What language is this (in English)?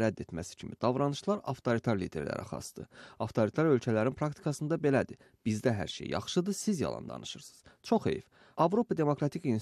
Azerbaijani